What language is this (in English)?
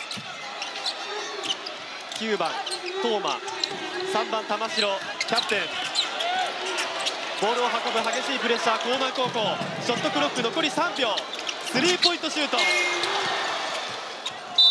Japanese